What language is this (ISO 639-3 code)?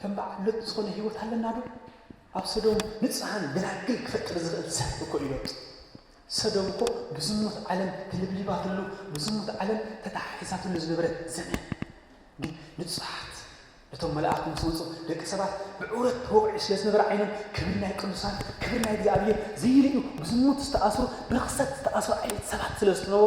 tir